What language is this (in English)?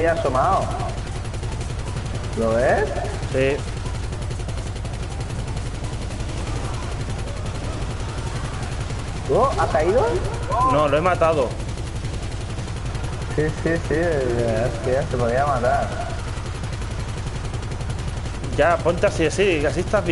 Spanish